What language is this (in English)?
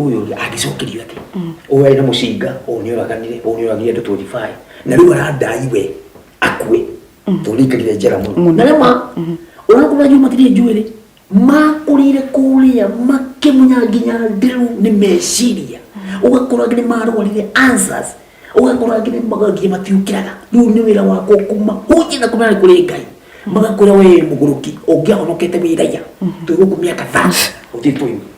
Kikuyu